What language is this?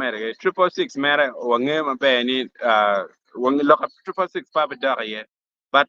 Acoli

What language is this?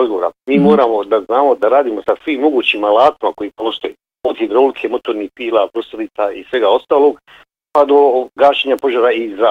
Bosnian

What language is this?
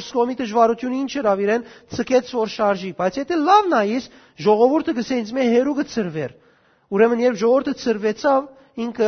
Western Armenian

